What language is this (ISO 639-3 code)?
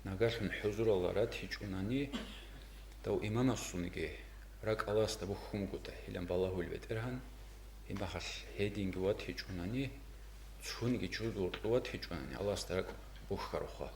ava